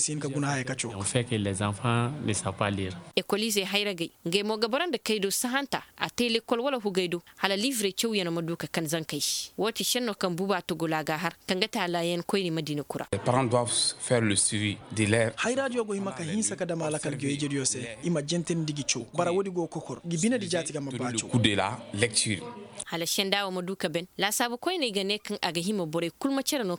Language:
Koyraboro Senni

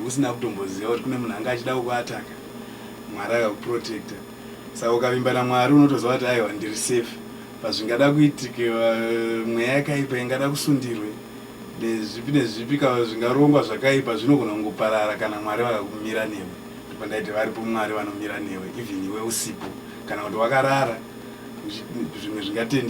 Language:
Shona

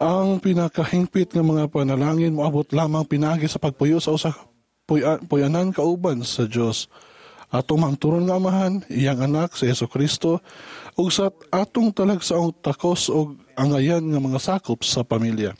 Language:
Cebuano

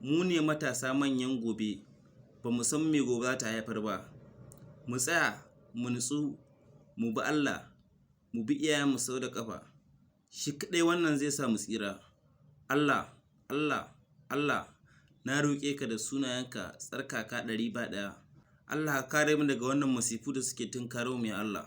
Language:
Hausa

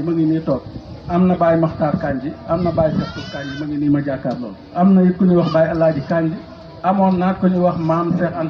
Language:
Wolof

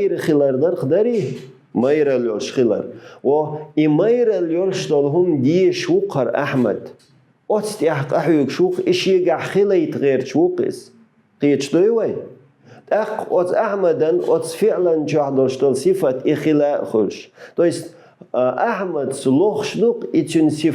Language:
Chechen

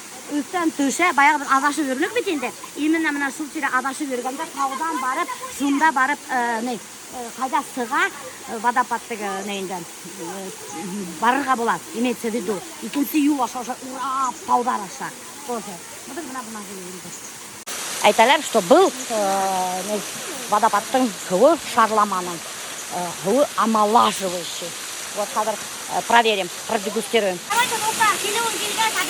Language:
Bashkir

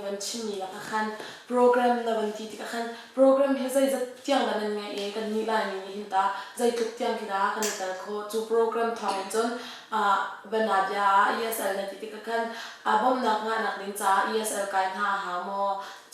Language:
Hakha Chin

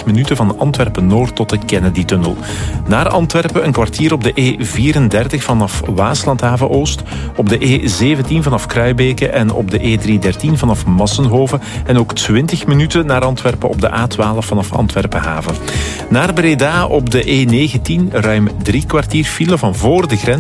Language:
Dutch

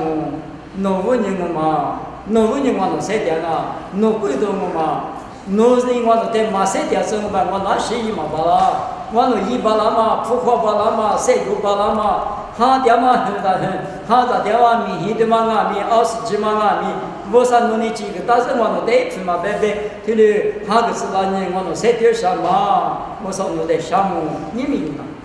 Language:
Lisu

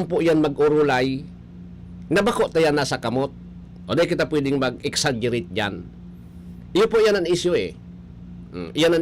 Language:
Bikol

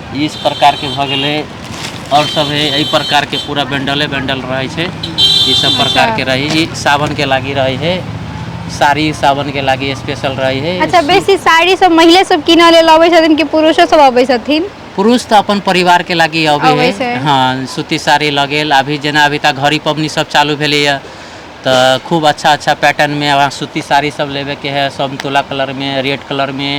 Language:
Maithili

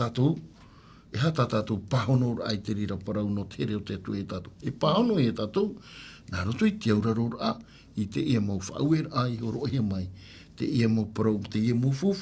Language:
Tahitian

